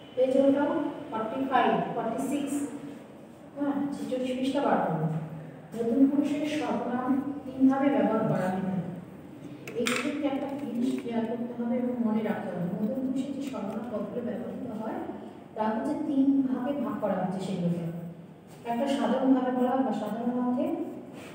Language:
Bangla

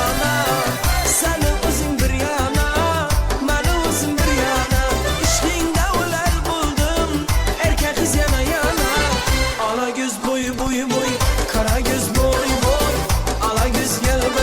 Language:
Kara-Kalpak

